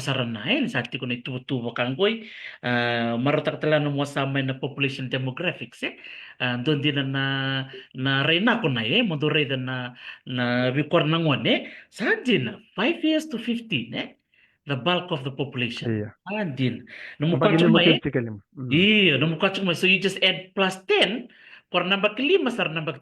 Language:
Fijian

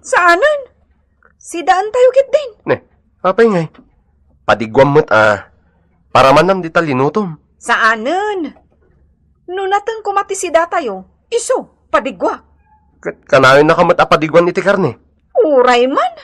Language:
Iloko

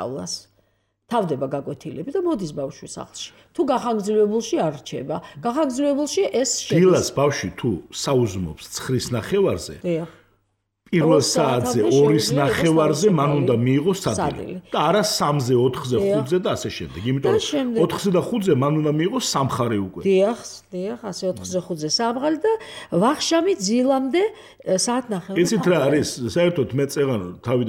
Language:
Georgian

